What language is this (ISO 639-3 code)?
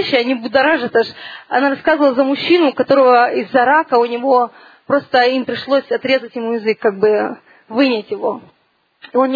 rus